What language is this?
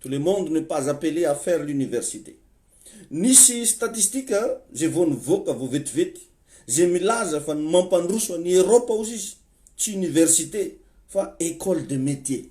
Malagasy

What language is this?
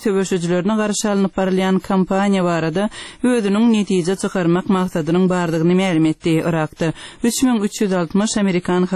Turkmen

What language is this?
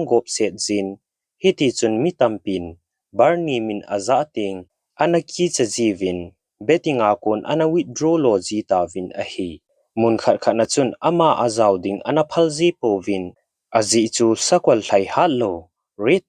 Thado Chin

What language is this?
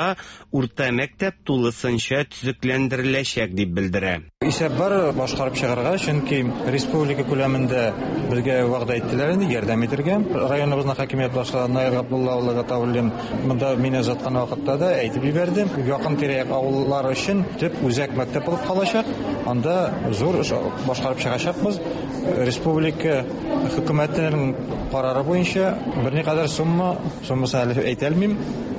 Tatar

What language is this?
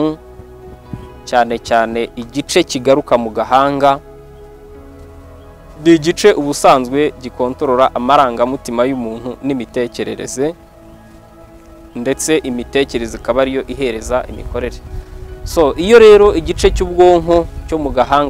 Kinyarwanda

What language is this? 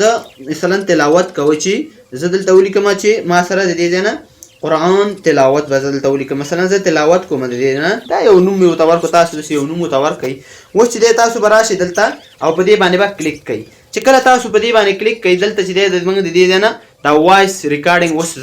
Pashto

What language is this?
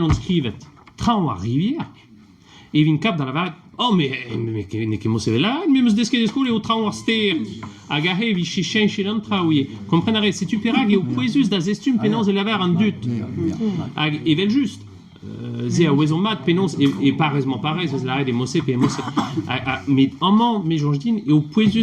Breton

